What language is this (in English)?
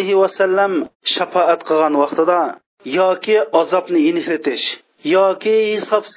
Uyghur